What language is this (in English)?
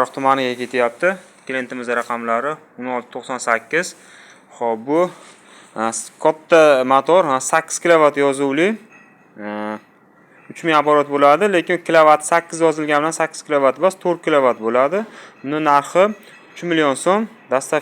Uzbek